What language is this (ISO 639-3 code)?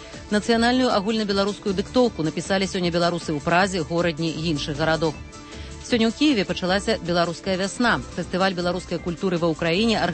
bel